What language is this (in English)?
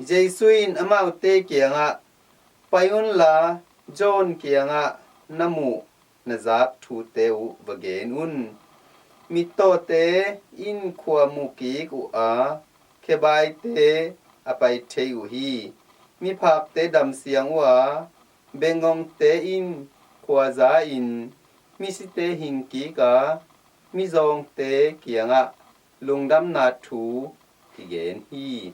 Tedim Chin